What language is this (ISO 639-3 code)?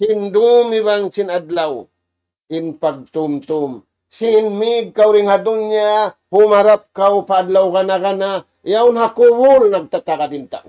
tsg